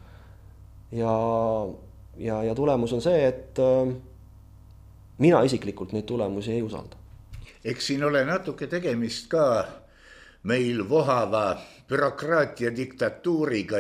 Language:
Estonian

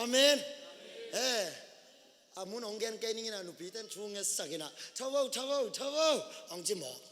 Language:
Tedim Chin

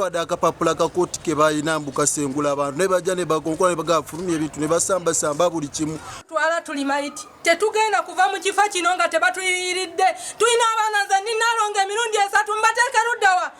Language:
Ganda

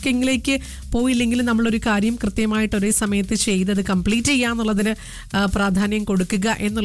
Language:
Malayalam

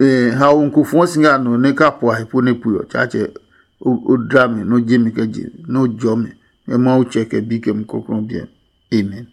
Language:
Adangme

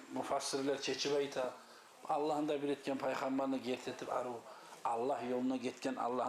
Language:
Kumyk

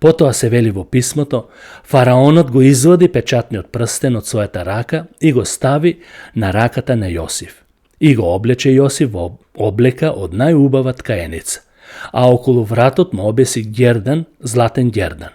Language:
Macedonian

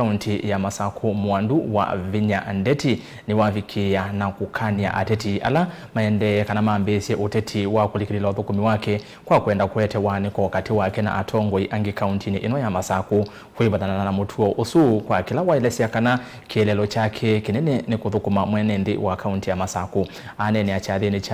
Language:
Kamba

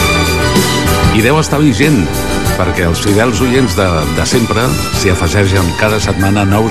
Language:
Catalan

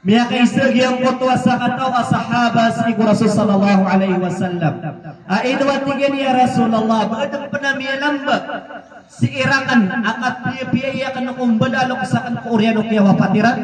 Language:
Maranao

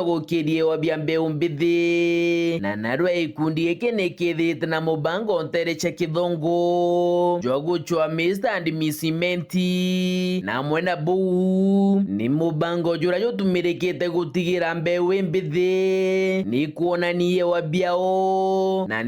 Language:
Meru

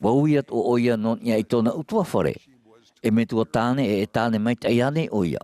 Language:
Tahitian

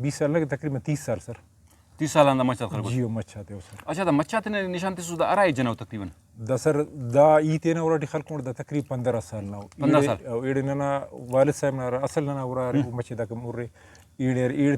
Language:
Brahui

